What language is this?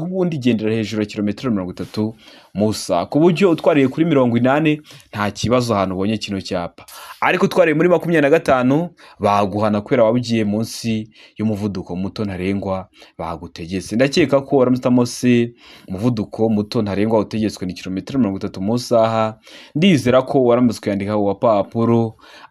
Kinyarwanda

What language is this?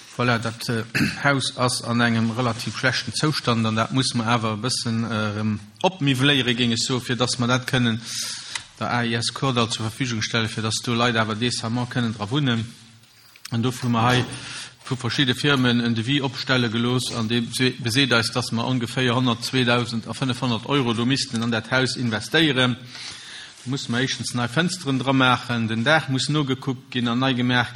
Luxembourgish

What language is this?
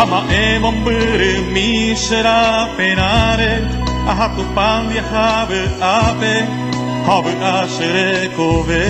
Guarani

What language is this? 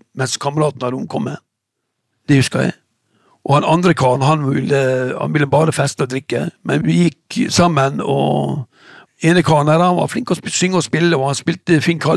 Norwegian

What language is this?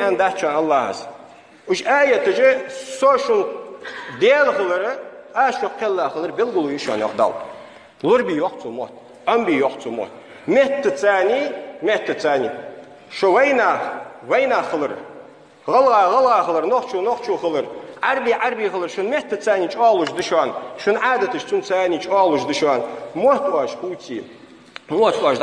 Ingush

